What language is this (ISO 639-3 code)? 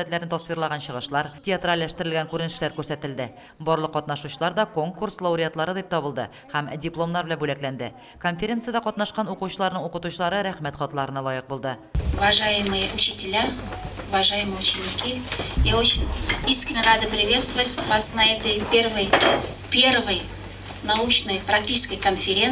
tat